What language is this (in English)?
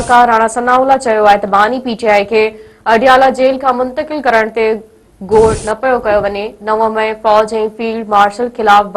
Sindhi